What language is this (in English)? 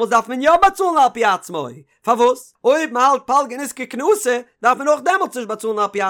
Yiddish